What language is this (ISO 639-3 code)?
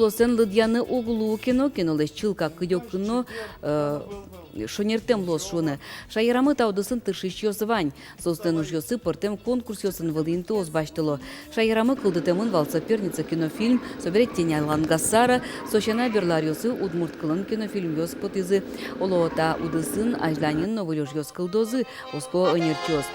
udm